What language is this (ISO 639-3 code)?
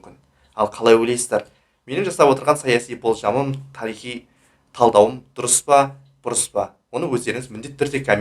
kaz